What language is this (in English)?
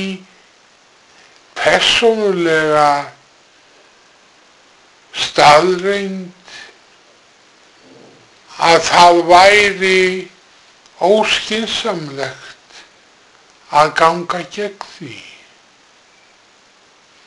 Icelandic